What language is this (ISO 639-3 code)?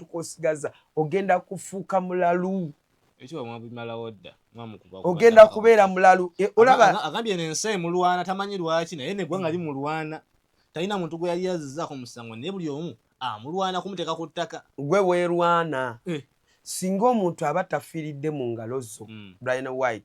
lug